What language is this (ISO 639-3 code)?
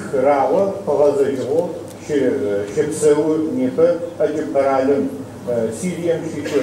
ady